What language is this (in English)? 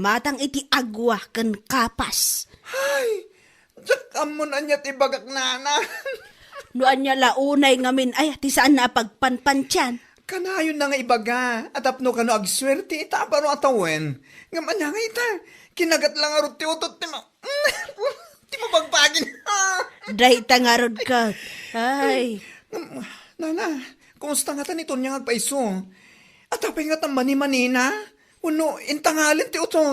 Iloko